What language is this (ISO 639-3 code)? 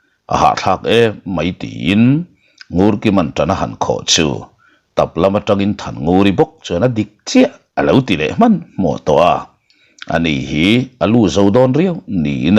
lus